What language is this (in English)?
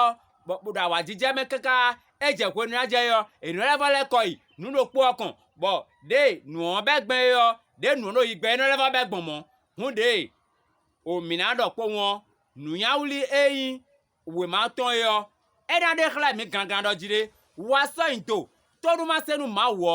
Fon